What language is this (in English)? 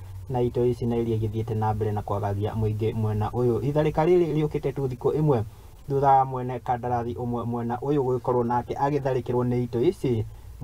Kikuyu